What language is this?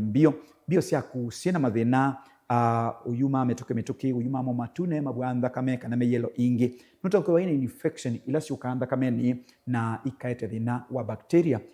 Kamba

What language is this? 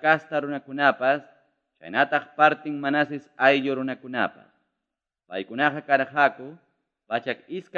Ayacucho Quechua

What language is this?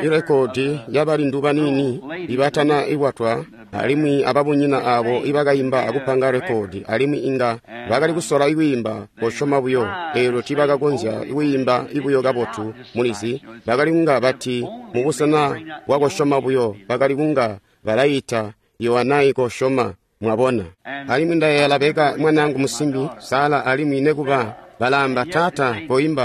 Tonga (Zambia)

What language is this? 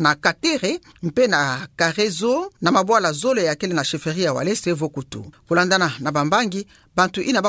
Kituba (Democratic Republic of Congo)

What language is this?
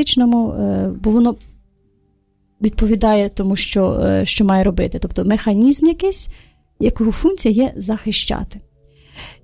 Ukrainian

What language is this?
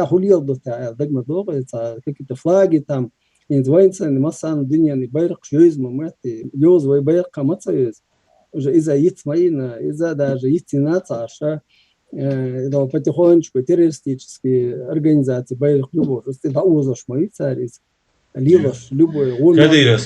Chechen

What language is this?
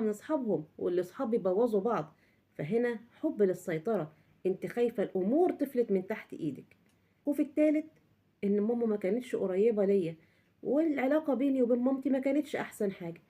Egyptian Arabic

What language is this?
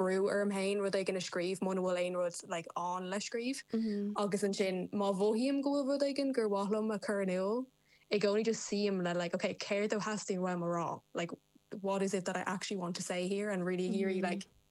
Irish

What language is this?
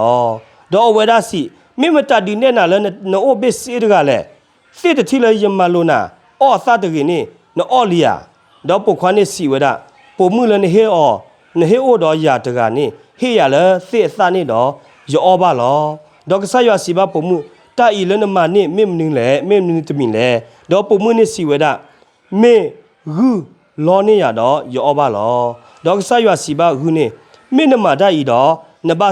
S'gaw Karen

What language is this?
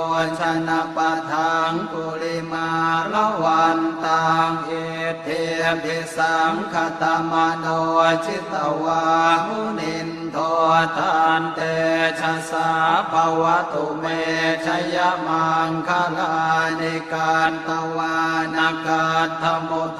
Pali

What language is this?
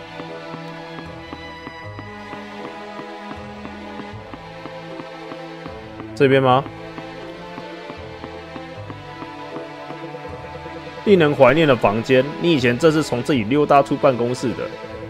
Chinese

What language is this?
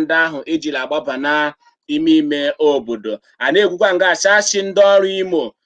Igbo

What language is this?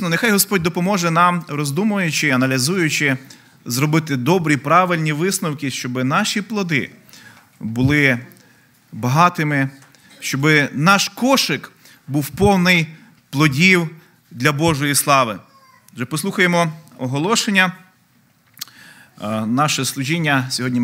Ukrainian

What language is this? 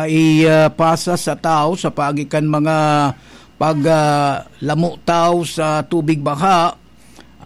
Bikol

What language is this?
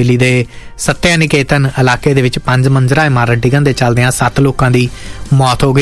Punjabi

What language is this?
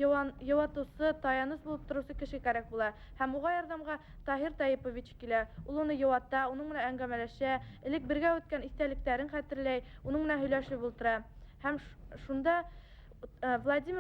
Bashkir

